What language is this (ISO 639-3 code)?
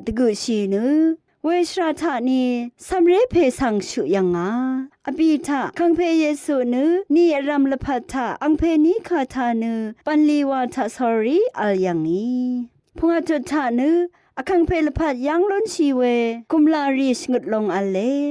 raw